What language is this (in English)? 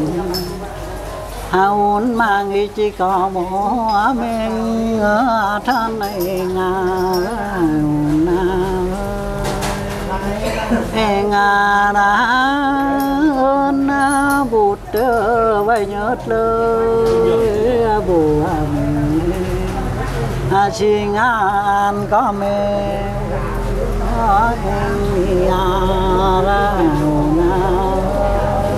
Vietnamese